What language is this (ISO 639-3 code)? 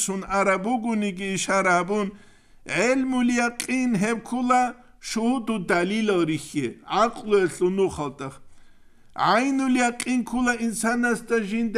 ava